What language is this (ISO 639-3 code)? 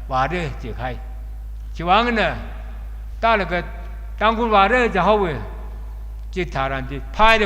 nmf